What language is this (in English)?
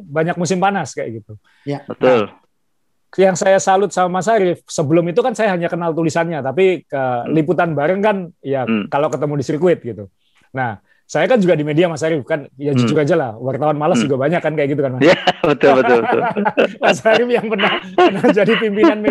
Indonesian